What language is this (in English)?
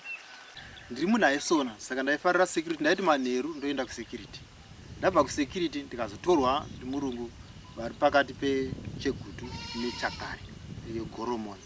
Shona